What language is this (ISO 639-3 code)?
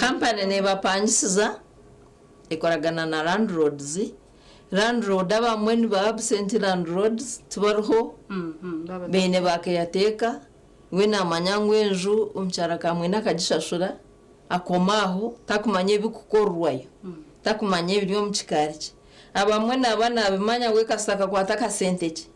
nyn